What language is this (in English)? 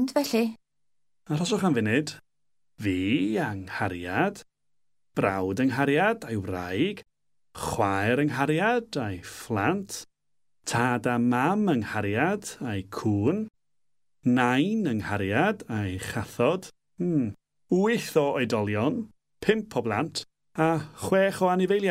Welsh